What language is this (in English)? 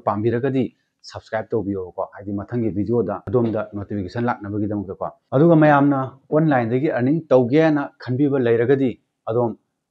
Manipuri